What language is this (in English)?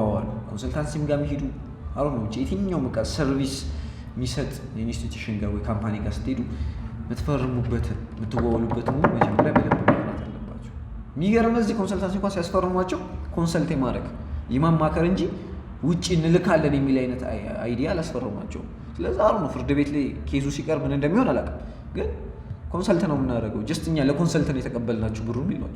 Amharic